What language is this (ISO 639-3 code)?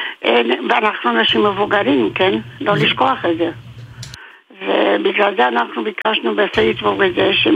heb